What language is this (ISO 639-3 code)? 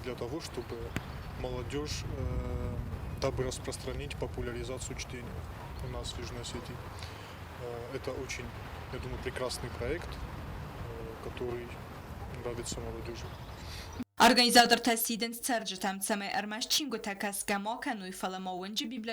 oss